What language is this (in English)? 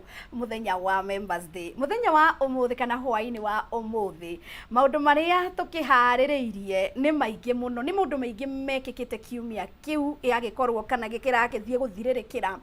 Kikuyu